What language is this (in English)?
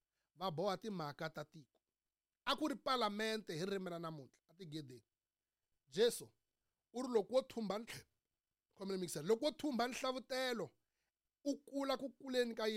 Tsonga